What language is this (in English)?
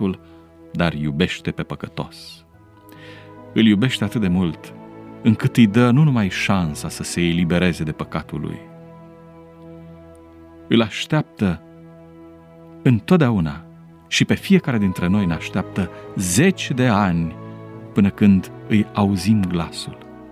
Romanian